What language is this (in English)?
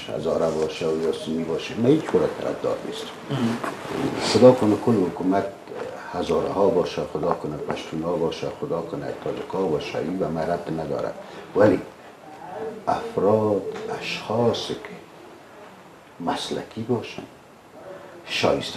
Persian